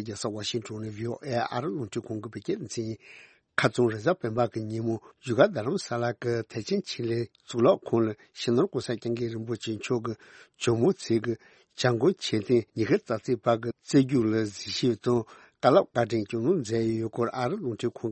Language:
Tibetan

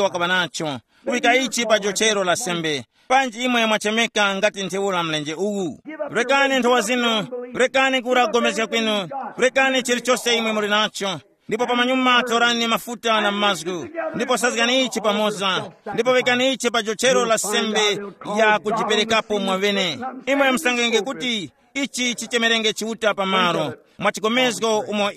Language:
Tumbuka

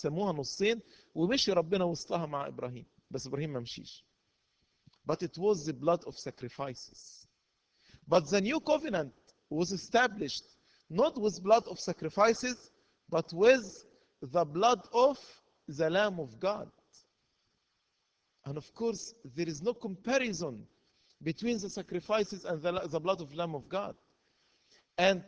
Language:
Egyptian Arabic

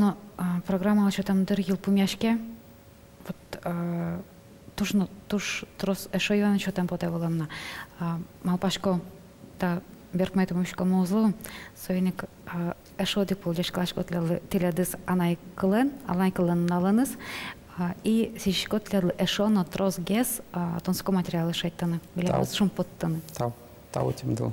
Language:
Udmurt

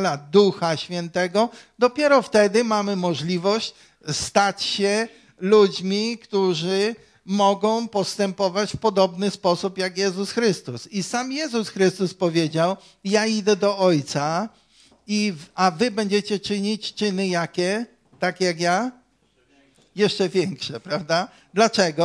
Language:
Polish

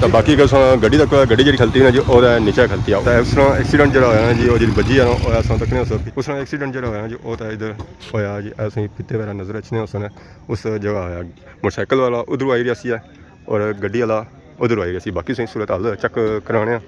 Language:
Pahari-Potwari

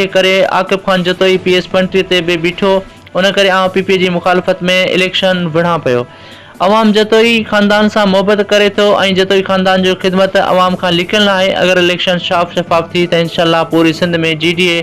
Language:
Sindhi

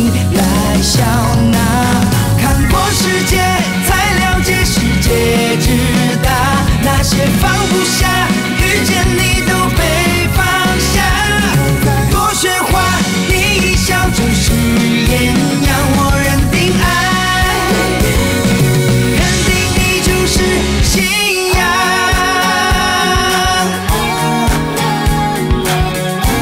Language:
Chinese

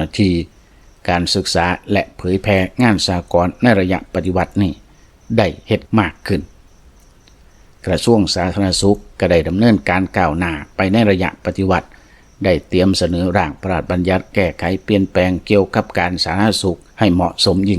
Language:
Lao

